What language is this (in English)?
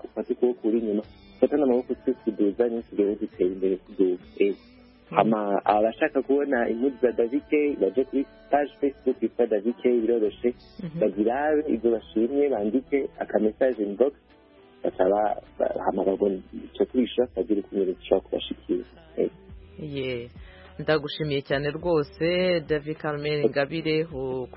Kinyarwanda